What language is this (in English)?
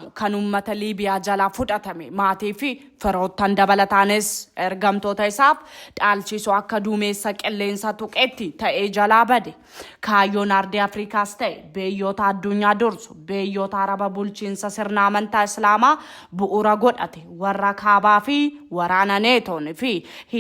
Oromo